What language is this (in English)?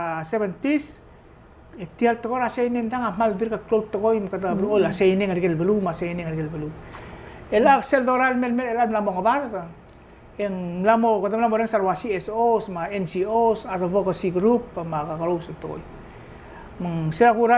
Palauan